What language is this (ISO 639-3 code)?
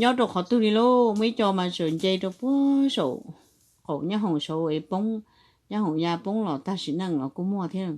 hmn